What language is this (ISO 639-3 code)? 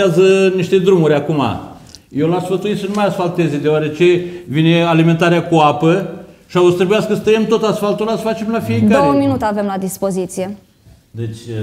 ron